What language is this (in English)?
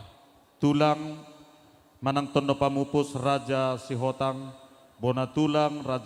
Batak Simalungun